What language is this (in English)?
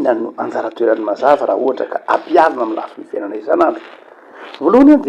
Malagasy